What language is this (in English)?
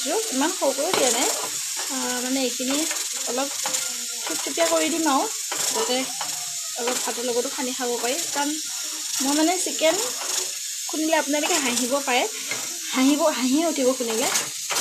Assamese